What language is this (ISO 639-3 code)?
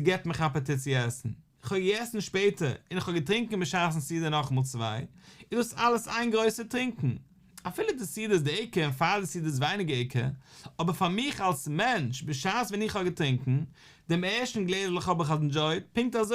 yid